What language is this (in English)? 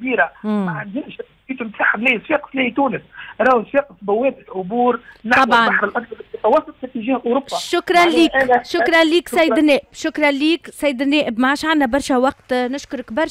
Tunisian Arabic